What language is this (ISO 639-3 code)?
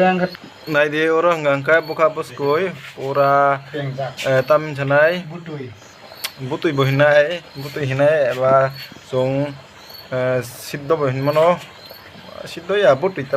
trp